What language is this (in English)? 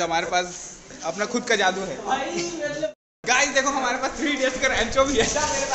Hindi